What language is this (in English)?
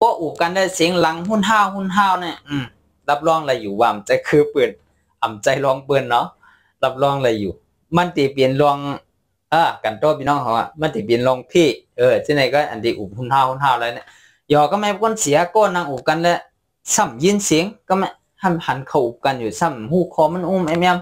Shan